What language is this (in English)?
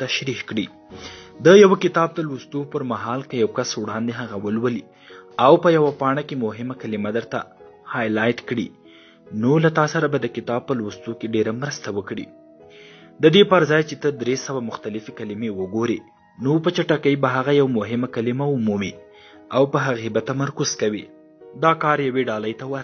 Pashto